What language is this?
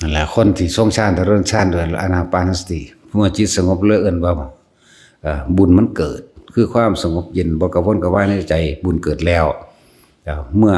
Northeastern Thai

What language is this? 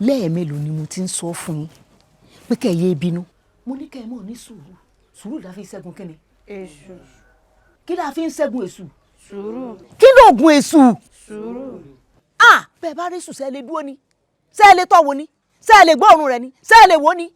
Yoruba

